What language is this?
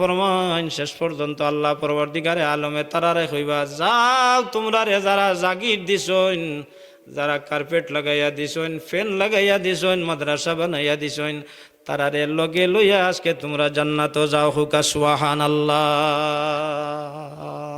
Sylheti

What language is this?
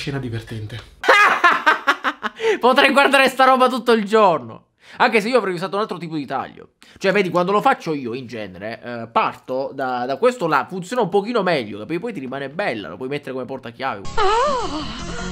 Italian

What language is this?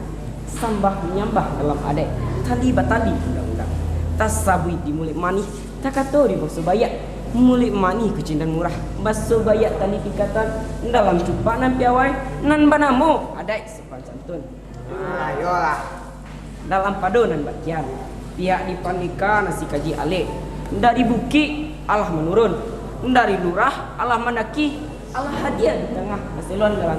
Minangkabau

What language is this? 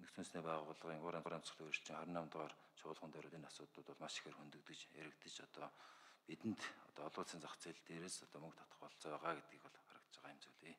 Mongolian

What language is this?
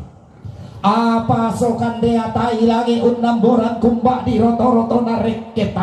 Toraja-Sa'dan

